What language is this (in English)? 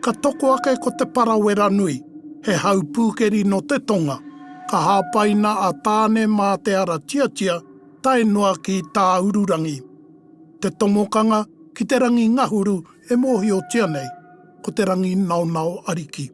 Māori